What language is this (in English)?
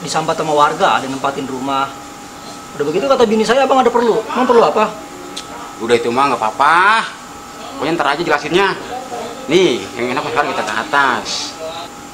Betawi